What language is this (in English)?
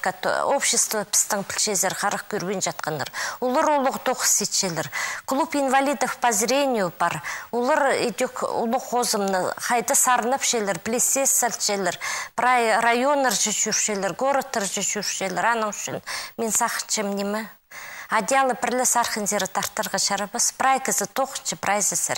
Khakas